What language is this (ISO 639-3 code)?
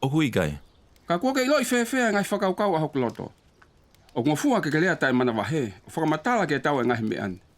ton